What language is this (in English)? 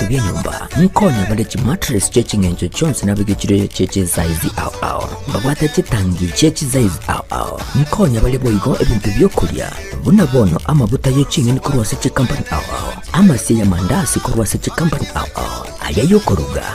Gusii